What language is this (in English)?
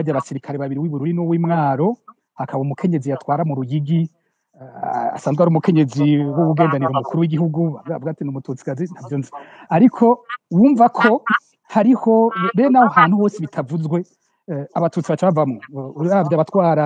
Rundi